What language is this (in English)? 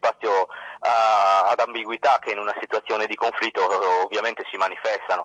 Italian